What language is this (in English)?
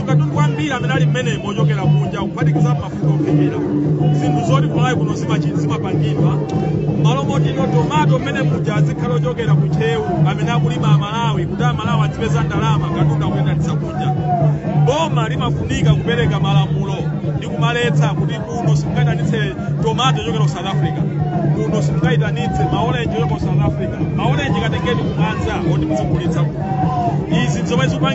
Nyanja